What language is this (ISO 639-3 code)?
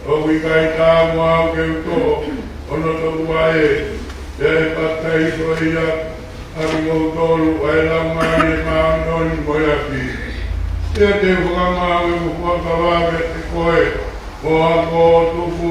ton